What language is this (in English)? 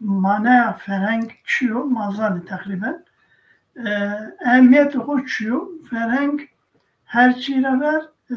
Zaza